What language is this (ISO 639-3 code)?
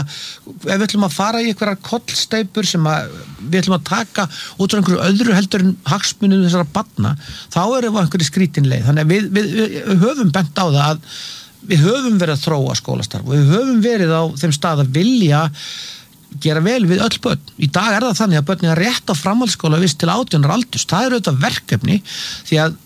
isl